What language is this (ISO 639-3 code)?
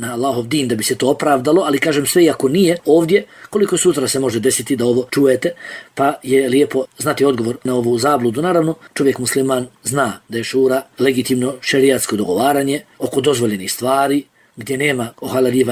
bos